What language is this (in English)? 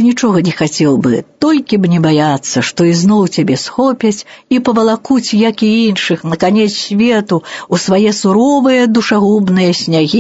Belarusian